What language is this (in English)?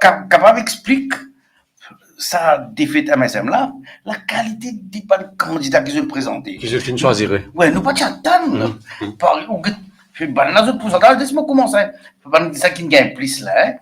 Morisyen